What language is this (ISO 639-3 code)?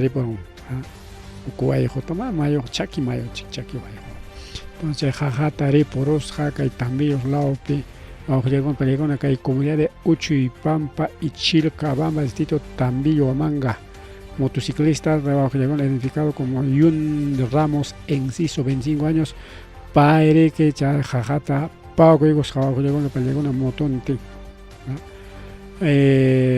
quy